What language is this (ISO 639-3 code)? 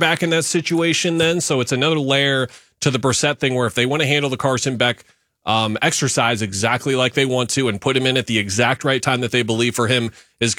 eng